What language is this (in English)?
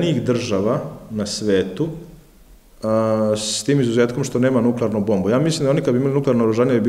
Serbian